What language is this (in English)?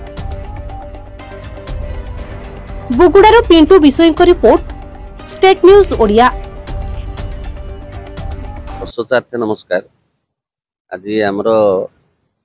Odia